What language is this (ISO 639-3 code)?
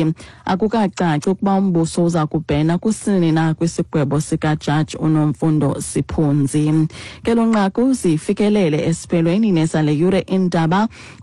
xho